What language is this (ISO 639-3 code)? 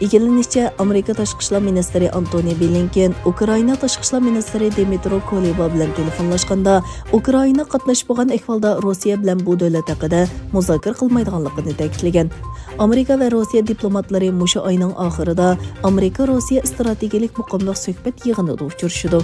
uig